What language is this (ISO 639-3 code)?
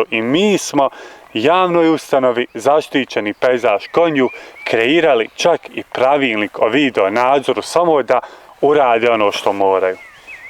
bos